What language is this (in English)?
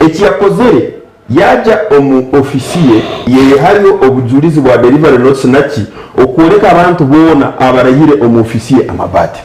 Nyankole